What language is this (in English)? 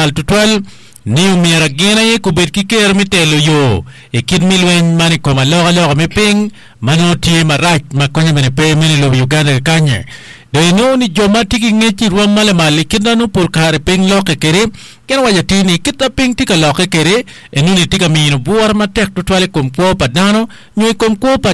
Acoli